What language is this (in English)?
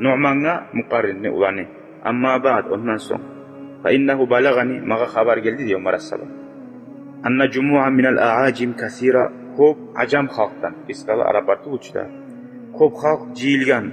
Kumyk